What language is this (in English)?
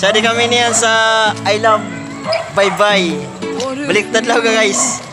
Waray